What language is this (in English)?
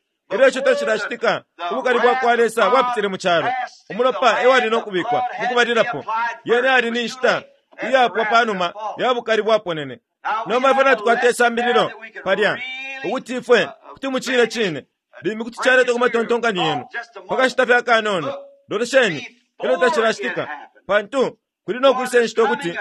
Bemba